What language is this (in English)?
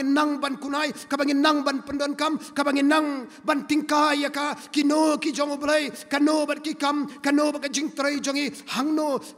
Khasi